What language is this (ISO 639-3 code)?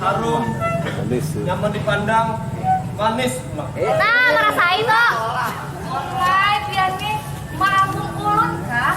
bjn